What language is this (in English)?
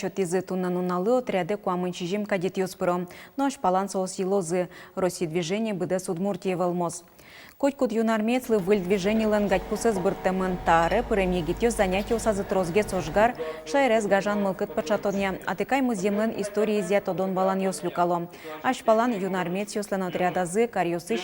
Udmurt